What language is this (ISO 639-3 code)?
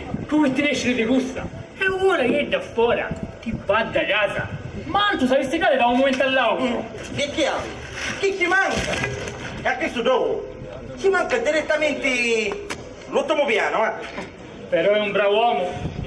scn